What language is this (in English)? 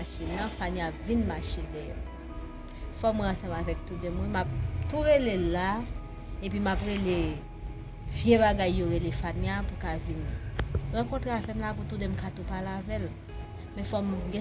Haitian Creole